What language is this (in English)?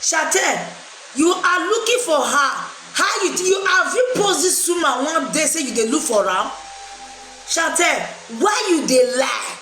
Nigerian Pidgin